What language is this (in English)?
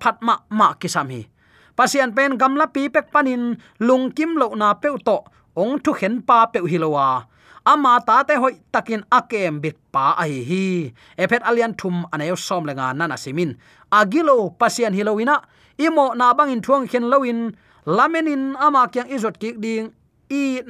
Tedim Chin